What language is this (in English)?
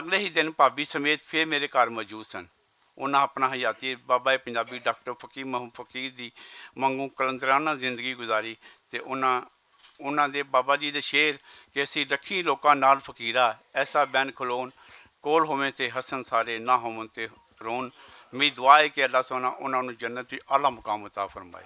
Western Panjabi